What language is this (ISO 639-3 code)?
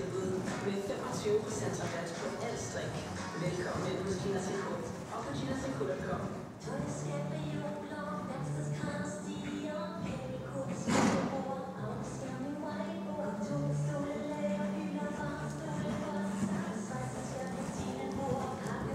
dan